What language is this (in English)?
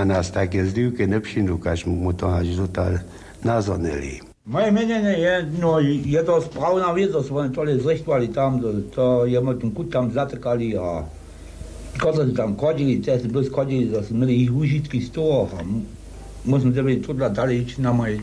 Upper Sorbian